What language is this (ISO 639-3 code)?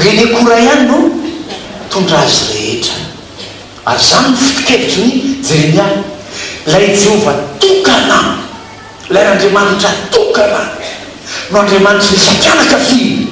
mlg